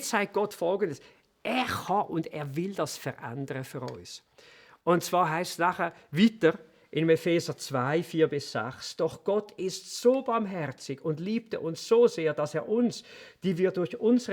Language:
Swiss German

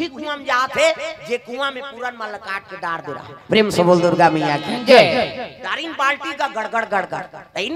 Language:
Chhattisgarhi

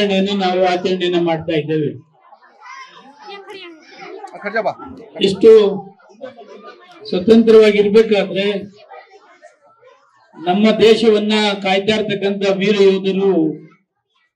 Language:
Kannada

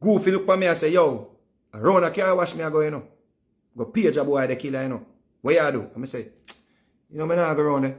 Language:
Jamaican Creole English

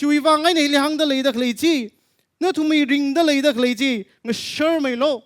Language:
Tangkhul Naga (India)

